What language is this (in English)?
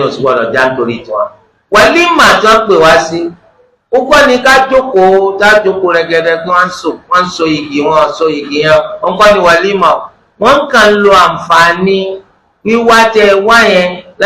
Yoruba